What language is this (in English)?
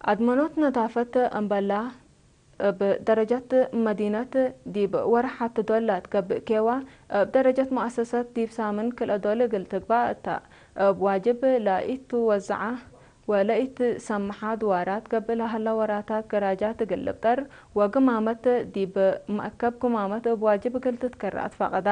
Tigre